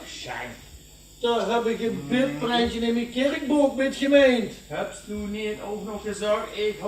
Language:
Limburgish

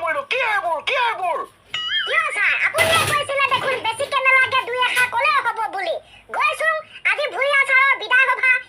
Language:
Assamese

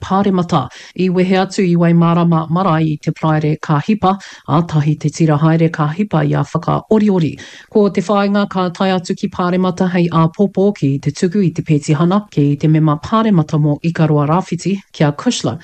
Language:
Māori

